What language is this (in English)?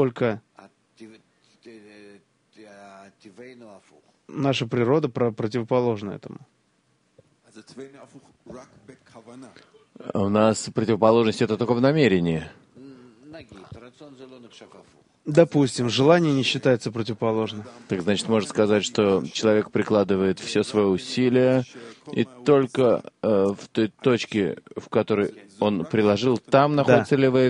Russian